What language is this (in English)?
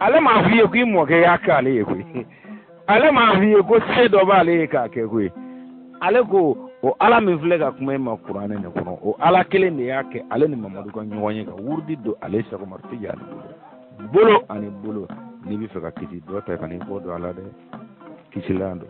Bambara